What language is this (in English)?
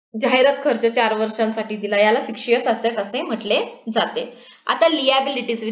Marathi